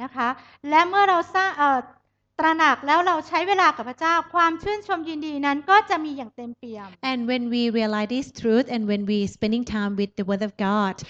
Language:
Thai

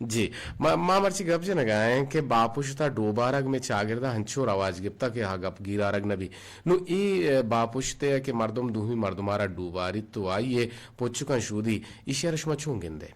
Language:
Eastern Balochi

